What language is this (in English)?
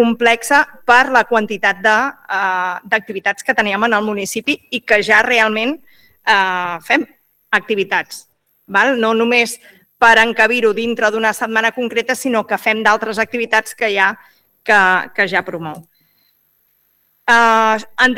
Catalan